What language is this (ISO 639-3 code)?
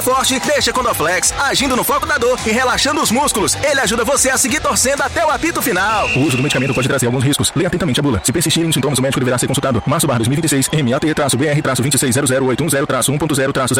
por